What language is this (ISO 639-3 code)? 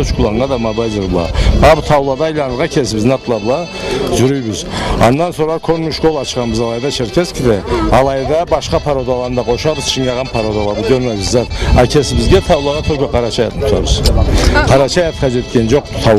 krc